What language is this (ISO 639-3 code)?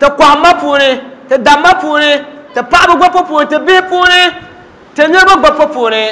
dag